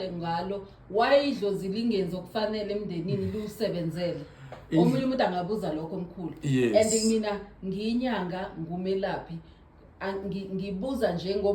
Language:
Zulu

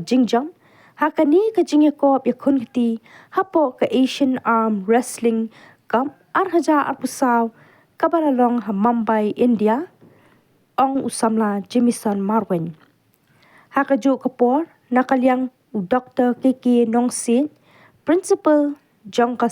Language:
Khasi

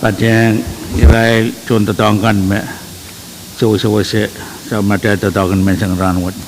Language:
Pohnpeian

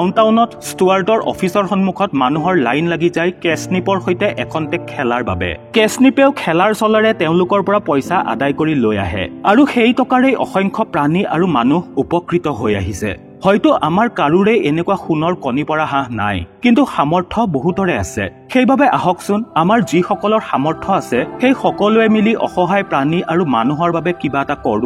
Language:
Assamese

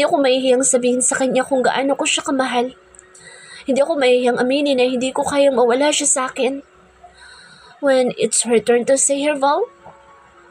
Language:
Filipino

